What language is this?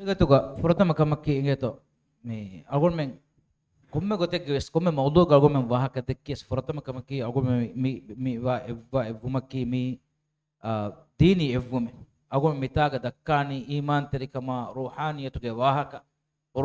Divehi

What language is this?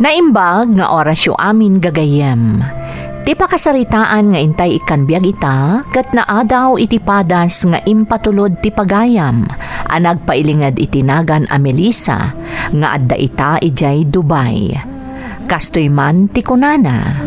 Iloko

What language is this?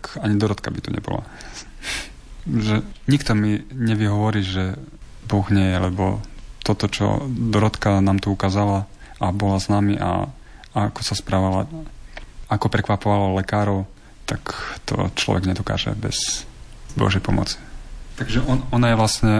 Slovak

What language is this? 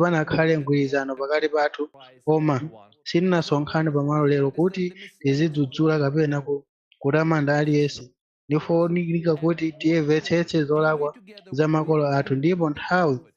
Nyanja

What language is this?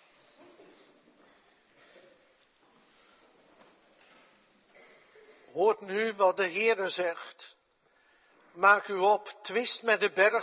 Dutch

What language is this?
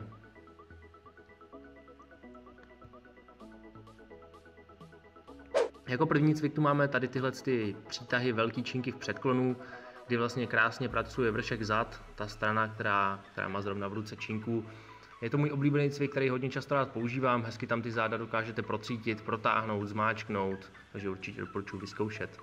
Czech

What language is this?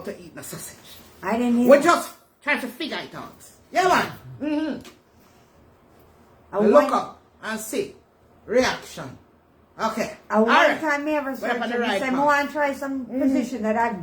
Jamaican Creole English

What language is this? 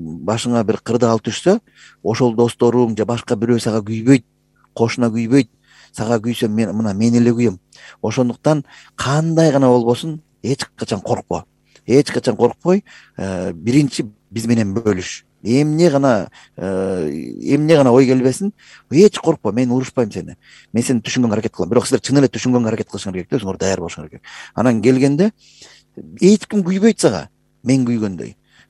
Kyrgyz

